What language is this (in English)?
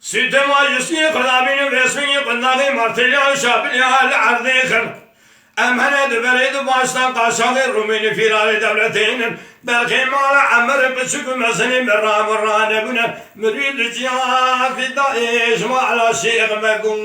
Kurdish